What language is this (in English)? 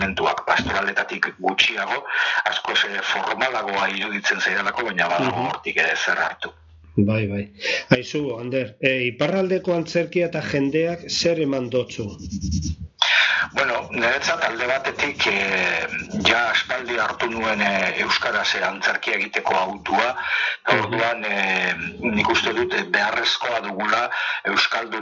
Basque